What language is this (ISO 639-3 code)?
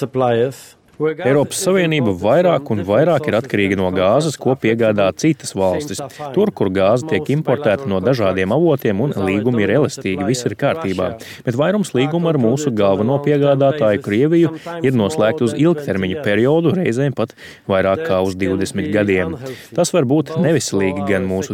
lav